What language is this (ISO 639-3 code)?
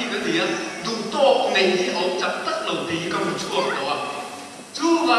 lus